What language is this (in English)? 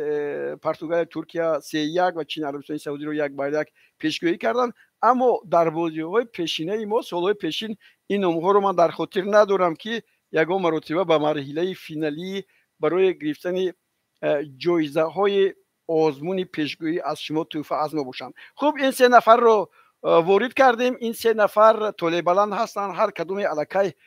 Tajik